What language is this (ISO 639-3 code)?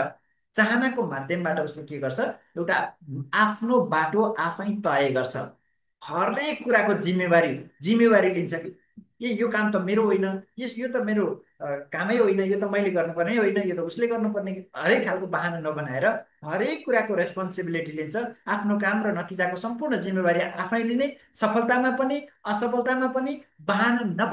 nep